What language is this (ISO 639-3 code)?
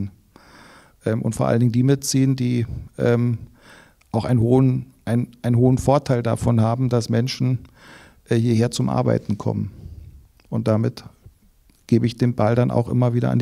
deu